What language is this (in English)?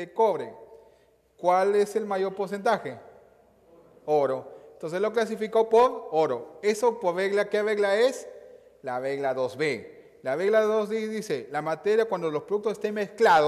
Spanish